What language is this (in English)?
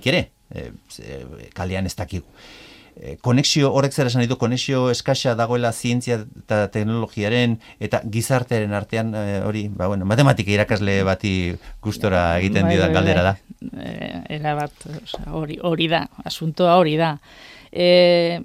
Basque